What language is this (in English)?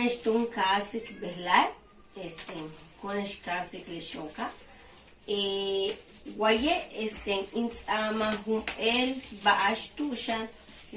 Yucateco